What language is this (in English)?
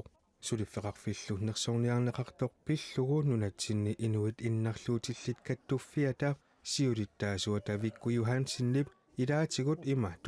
Kalaallisut